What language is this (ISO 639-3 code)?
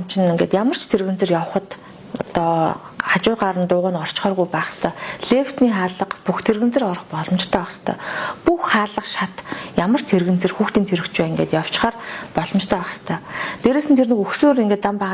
mon